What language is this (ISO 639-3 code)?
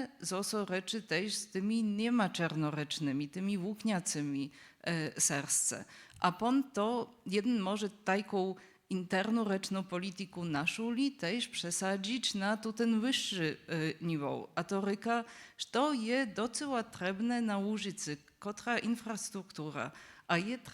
hsb